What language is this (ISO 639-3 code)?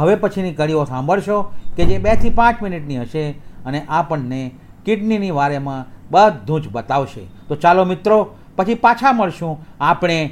guj